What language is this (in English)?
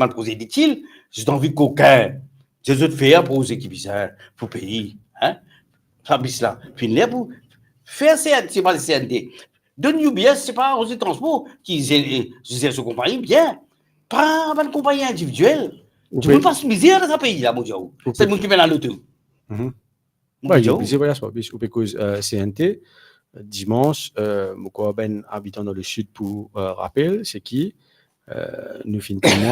Morisyen